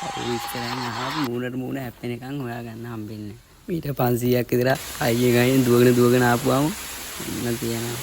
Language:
Sinhala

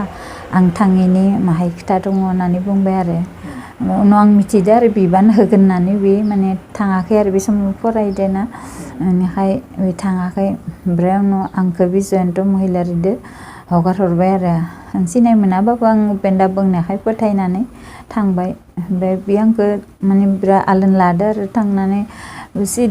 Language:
Bodo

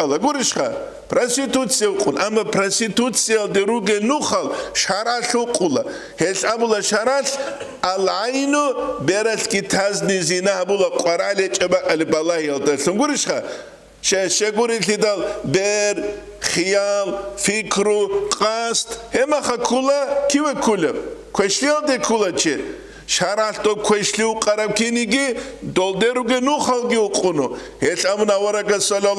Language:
Avaric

